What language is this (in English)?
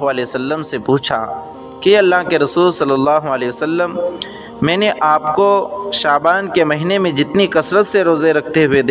Urdu